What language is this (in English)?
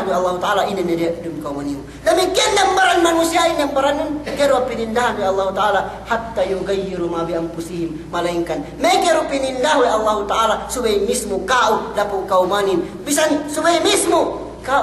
Yakan